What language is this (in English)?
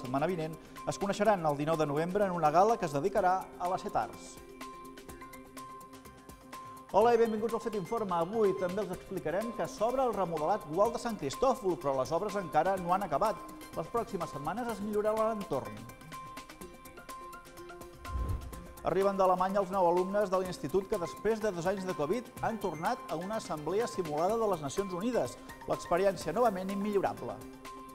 Catalan